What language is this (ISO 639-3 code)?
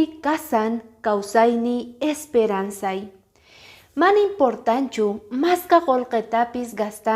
que